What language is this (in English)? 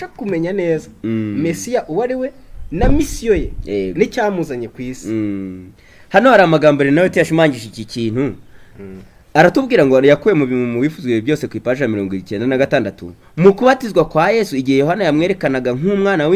Kinyarwanda